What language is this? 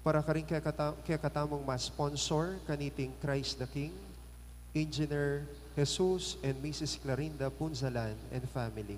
Pampanga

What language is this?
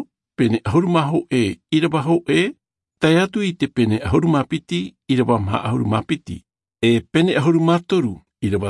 Tahitian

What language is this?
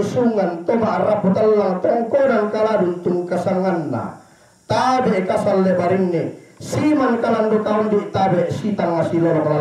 Toraja-Sa'dan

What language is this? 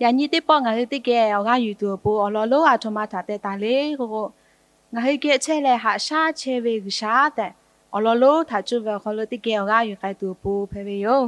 Lahu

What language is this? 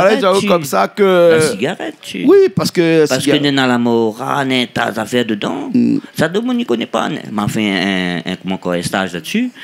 Réunion Creole French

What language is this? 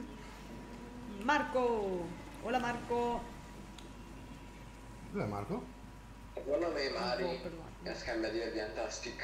Italian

